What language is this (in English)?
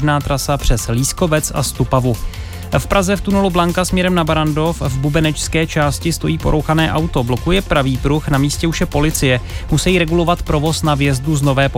Czech